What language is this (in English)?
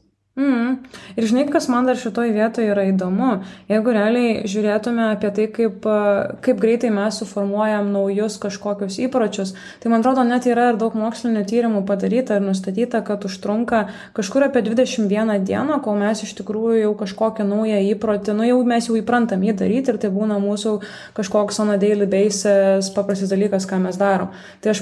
Lithuanian